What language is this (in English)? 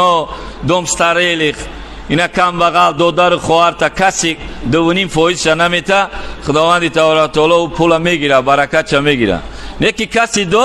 Tajik